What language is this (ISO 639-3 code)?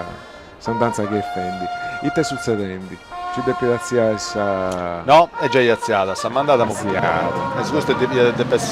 srd